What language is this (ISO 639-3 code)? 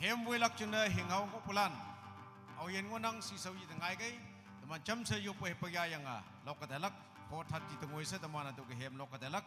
nag